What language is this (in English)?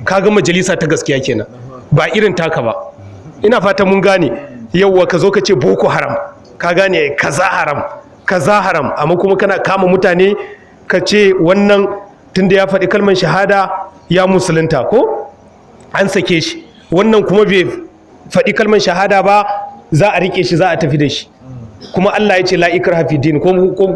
Hausa